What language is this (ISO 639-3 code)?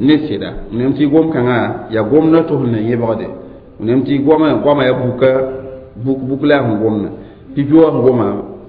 mos